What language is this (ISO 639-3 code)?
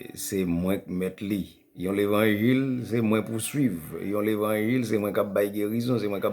hat